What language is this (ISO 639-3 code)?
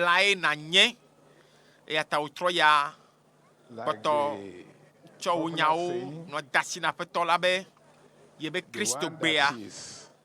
ewe